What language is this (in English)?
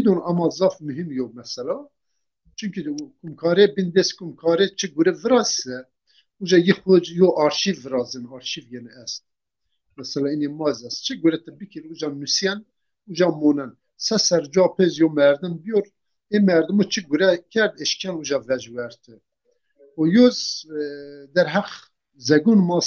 Zaza